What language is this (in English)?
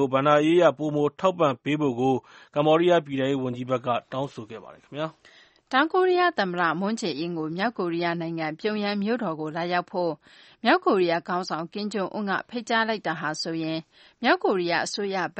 Burmese